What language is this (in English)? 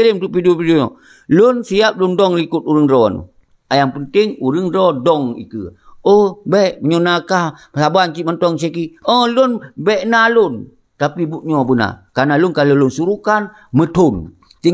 Achinese